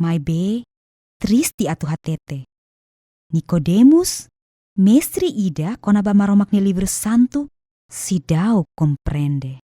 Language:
Tetum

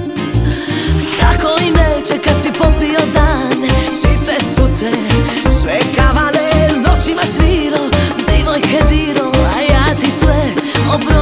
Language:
Croatian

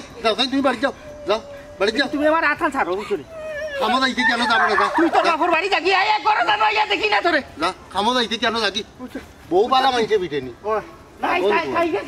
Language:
Sylheti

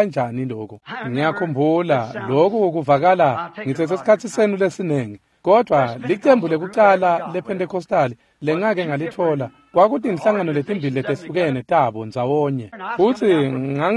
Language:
Swati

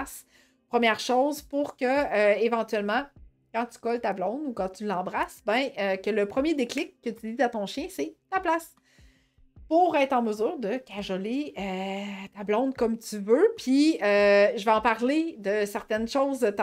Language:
French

